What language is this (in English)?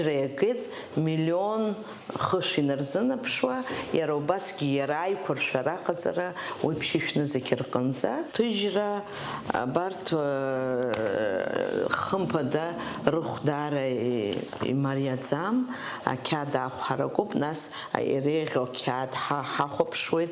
Abkhazian